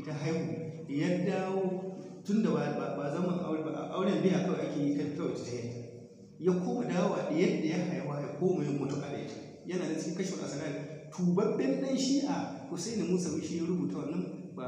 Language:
Hausa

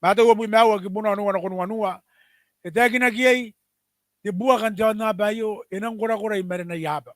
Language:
Gilbertese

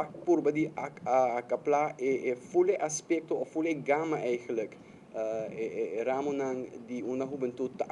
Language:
Papiamento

